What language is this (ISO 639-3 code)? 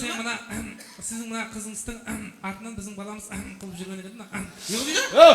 kaa